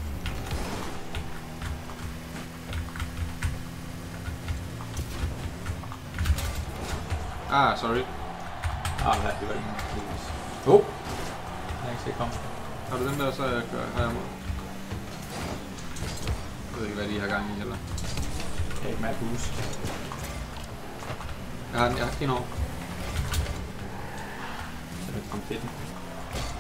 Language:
Danish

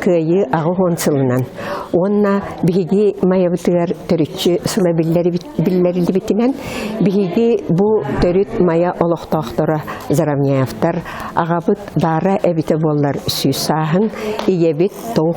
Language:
Yakut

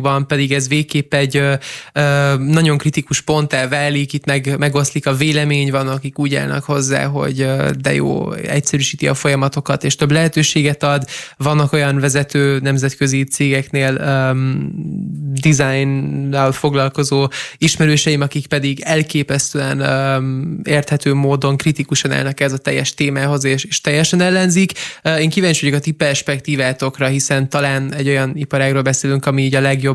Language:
Hungarian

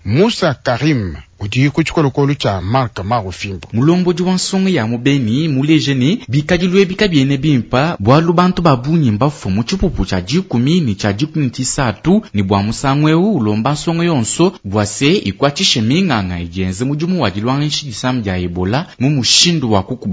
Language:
Luba-Lulua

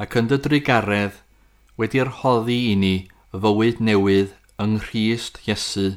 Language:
Welsh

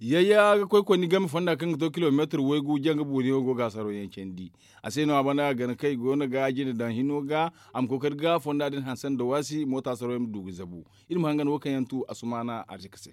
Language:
Zarma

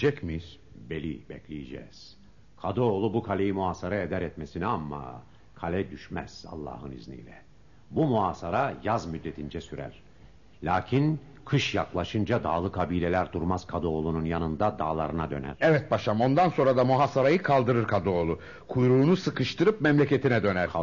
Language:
Turkish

